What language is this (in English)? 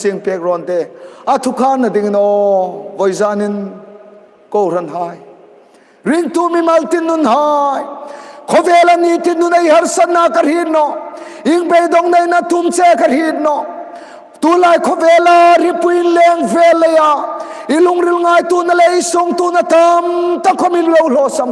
Hmar